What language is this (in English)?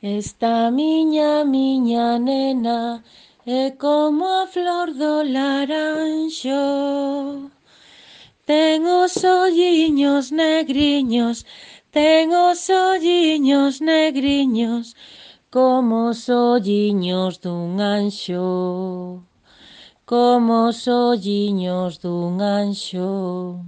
Galician